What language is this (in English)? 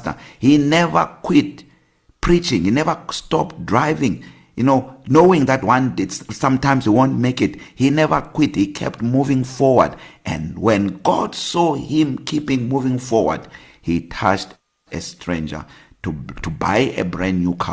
English